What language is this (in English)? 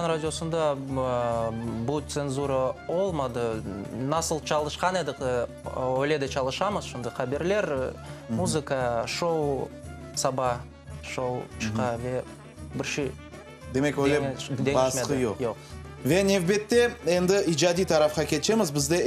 Crimean Tatar